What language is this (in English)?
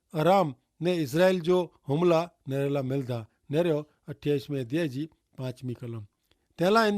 Kachhi